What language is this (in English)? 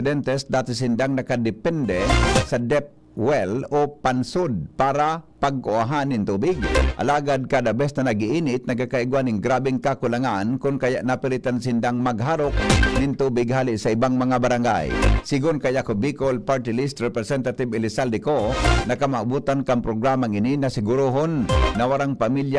Bikol